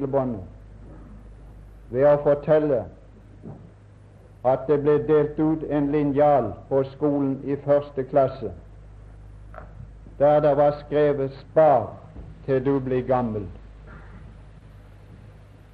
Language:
Norwegian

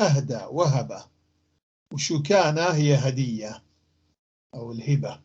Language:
North Levantine Arabic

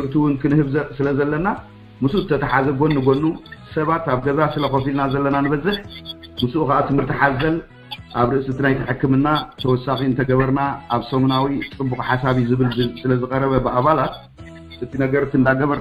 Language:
Tigrinya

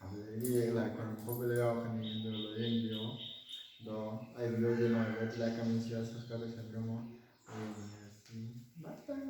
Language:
Manipuri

